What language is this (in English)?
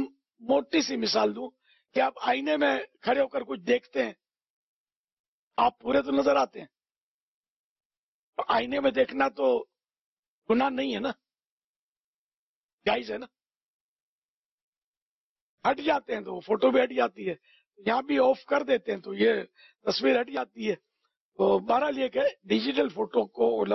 Urdu